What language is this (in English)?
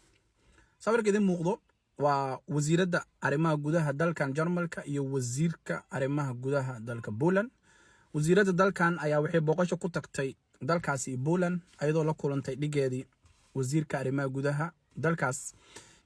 Somali